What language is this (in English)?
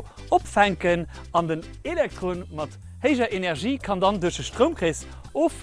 Luxembourgish